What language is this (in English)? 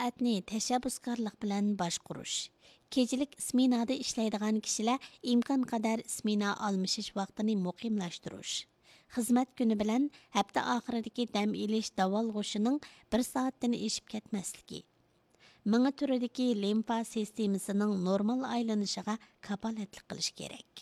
Uyghur